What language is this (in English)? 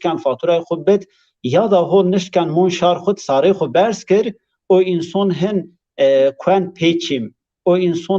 Zaza